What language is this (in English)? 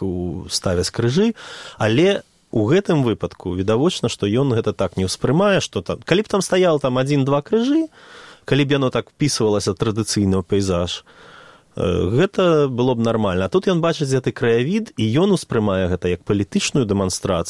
Belarusian